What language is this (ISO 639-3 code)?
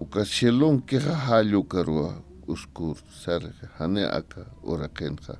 aym